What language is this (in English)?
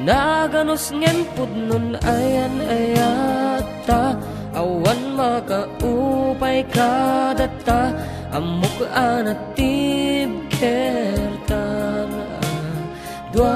Iloko